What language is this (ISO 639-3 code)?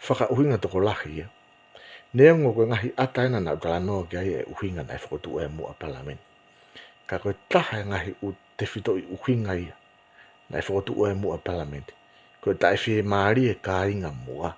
ton